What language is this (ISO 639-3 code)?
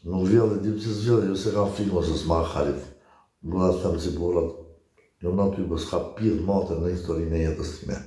sqi